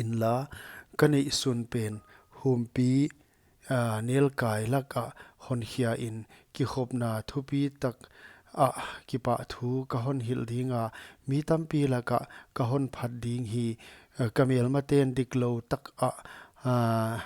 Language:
Paite Chin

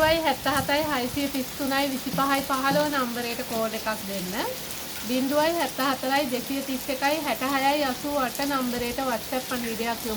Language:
Sinhala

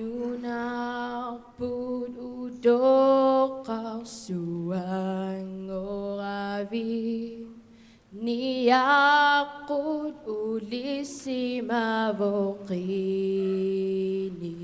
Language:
Kalaallisut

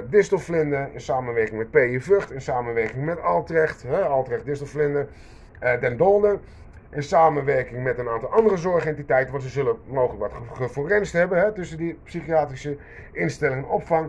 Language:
Dutch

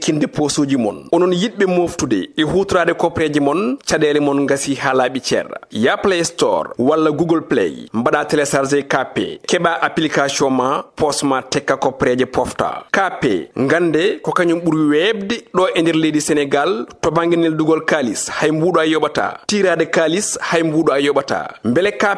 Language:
Fula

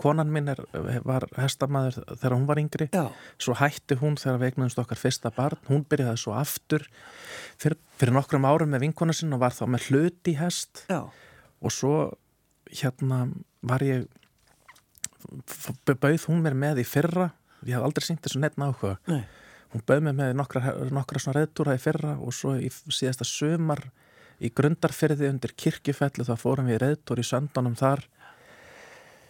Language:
Icelandic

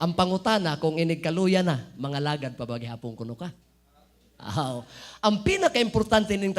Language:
Cebuano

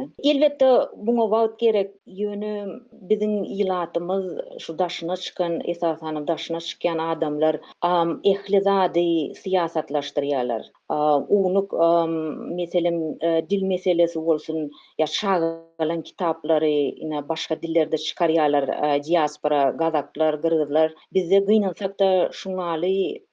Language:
Turkmen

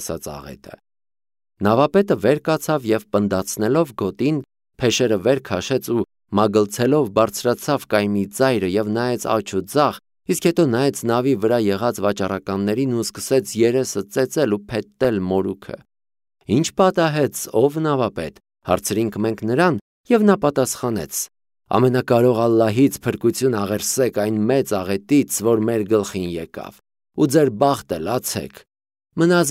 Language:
Armenian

